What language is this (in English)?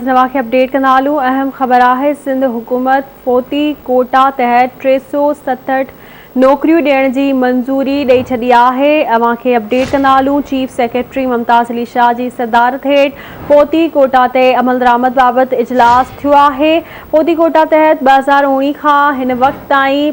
Sindhi